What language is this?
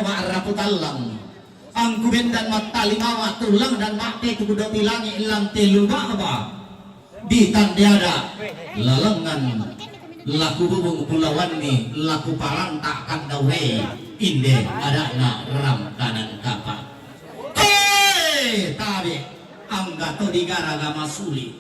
Toraja-Sa'dan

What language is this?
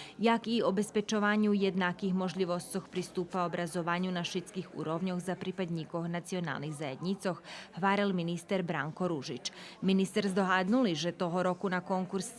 Rusyn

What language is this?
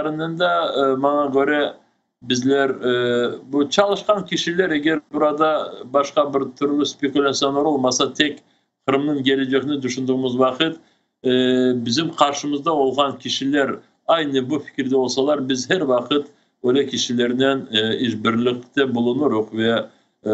Crimean Tatar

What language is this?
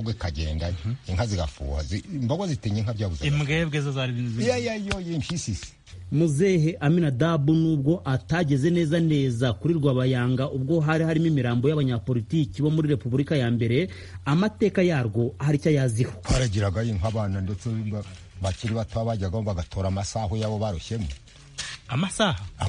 Kinyarwanda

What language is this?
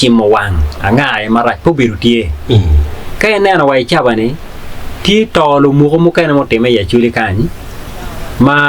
Acoli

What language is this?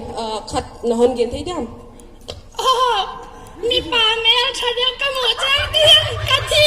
Paite Chin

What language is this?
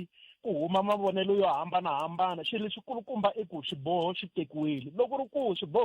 Tsonga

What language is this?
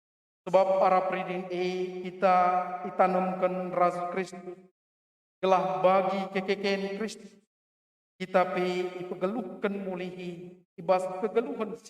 Batak Karo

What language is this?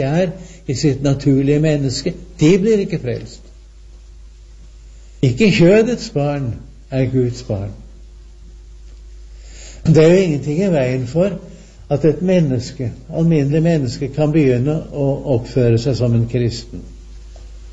Norwegian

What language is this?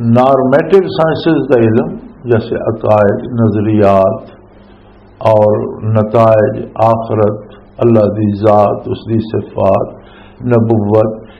Western Panjabi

